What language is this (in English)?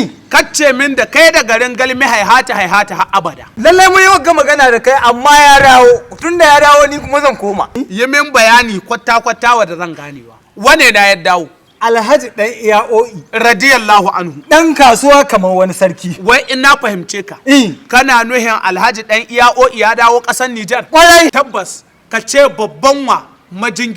Hausa